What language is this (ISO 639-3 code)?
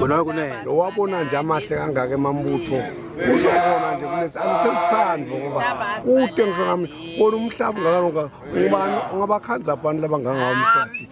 ssw